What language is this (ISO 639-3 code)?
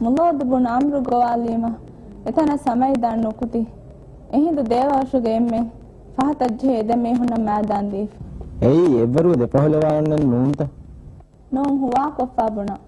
div